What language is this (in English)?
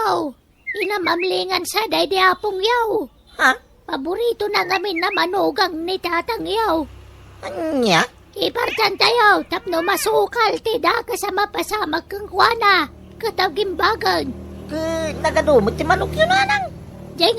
Iloko